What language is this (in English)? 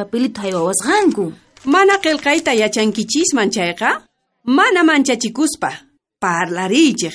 South Bolivian Quechua